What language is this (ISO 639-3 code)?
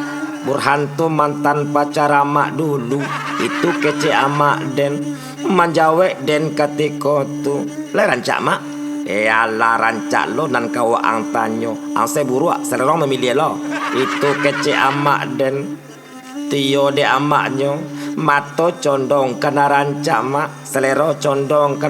min